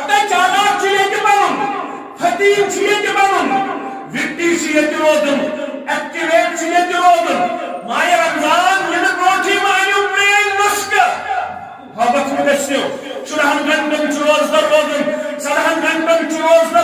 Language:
Kashmiri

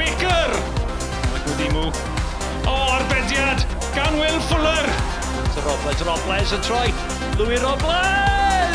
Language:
Welsh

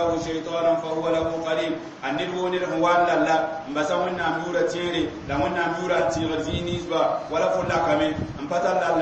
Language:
Mossi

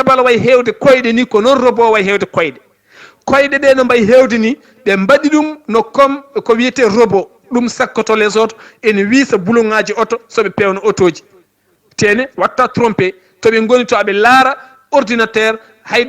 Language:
Fula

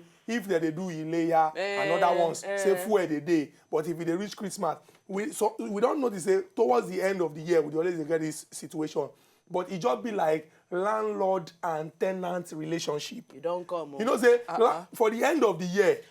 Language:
Nigerian Pidgin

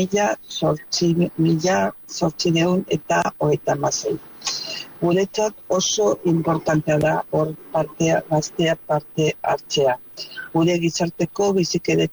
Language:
Basque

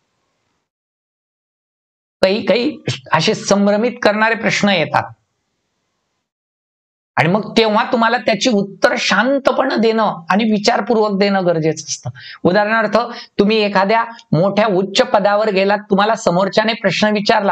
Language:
Marathi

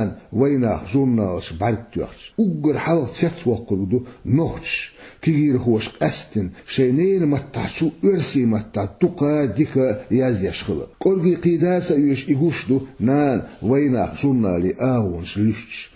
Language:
Chechen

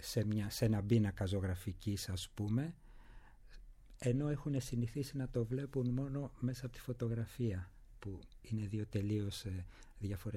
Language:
Greek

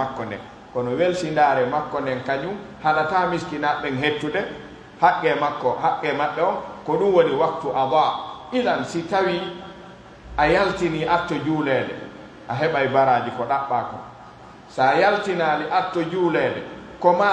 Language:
Pular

